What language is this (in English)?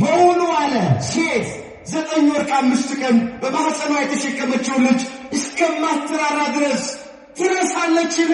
Amharic